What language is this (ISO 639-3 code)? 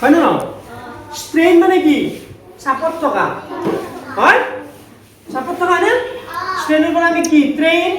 asm